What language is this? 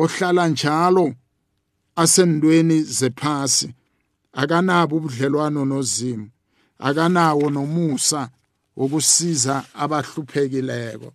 South Ndebele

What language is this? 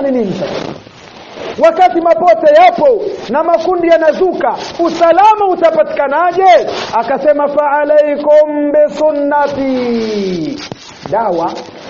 Swahili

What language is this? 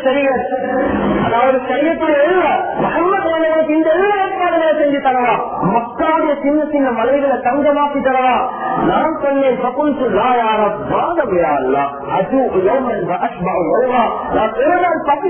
Tamil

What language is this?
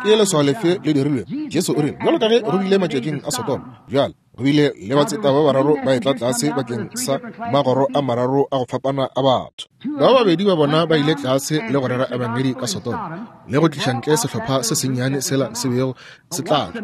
Northern Sotho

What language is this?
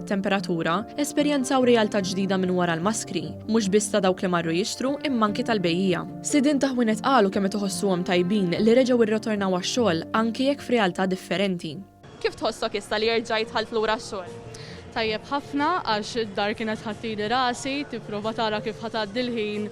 Maltese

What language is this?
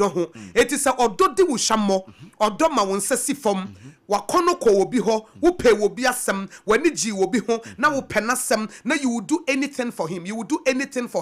Akan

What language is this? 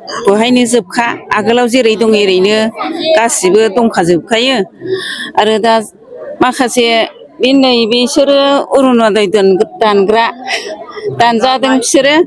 Bodo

